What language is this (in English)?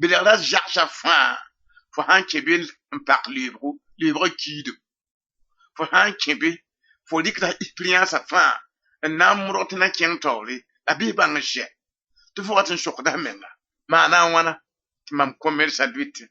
Mossi